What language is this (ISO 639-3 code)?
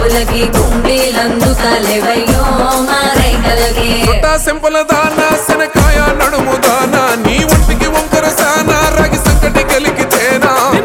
tel